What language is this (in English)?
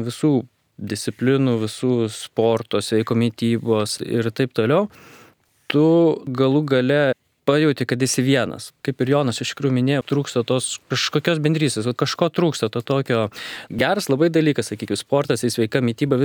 Lithuanian